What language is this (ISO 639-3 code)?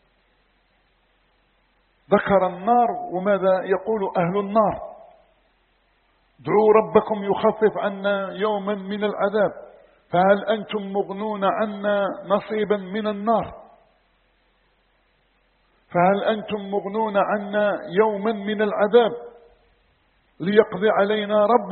ara